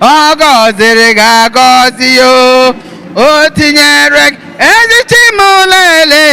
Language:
Igbo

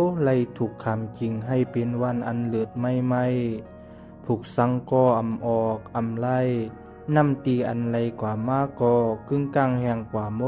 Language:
Shan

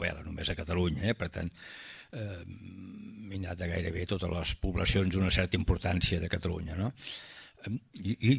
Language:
Catalan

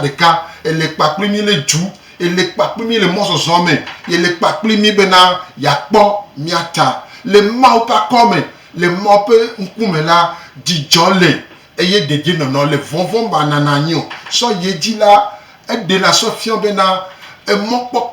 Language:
Gen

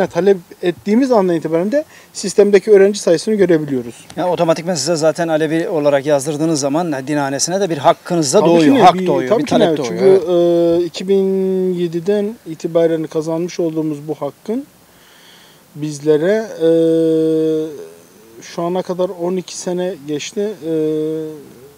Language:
Turkish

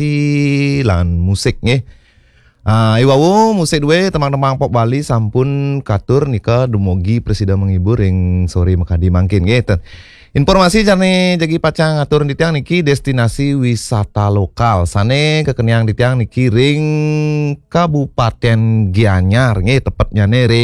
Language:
Balinese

